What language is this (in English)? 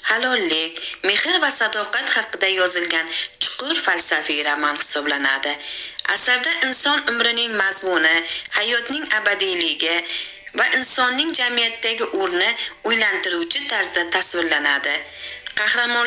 Uzbek